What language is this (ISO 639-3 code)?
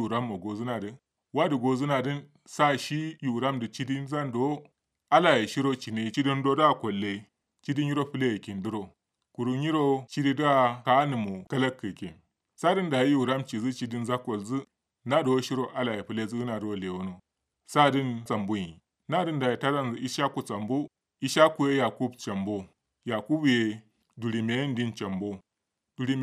kau